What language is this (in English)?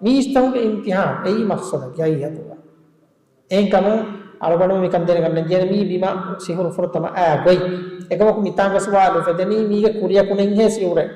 Divehi